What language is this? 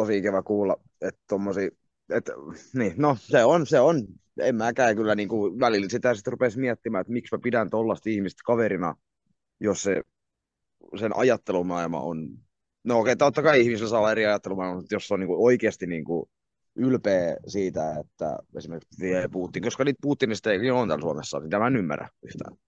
Finnish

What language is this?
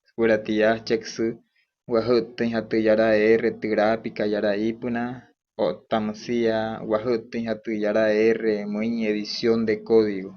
Wayuu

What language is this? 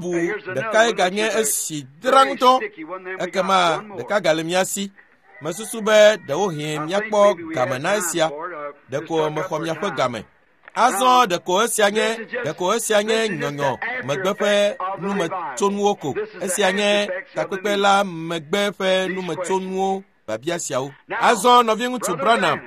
Ewe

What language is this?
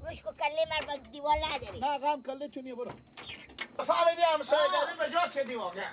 Persian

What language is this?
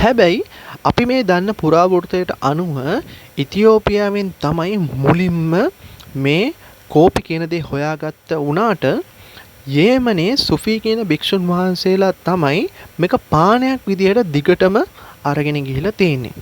Sinhala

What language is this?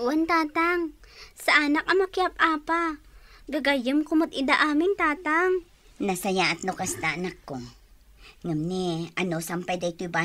Iloko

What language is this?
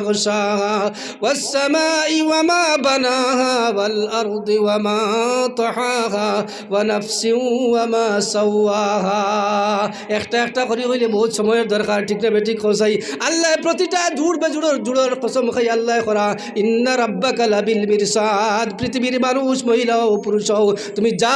Sylheti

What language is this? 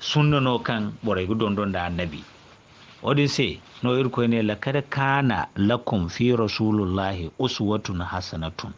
Zarma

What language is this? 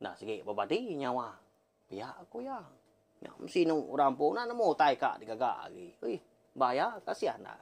Iban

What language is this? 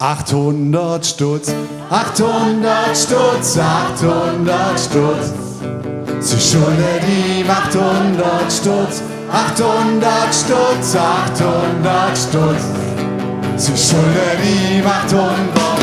Swiss German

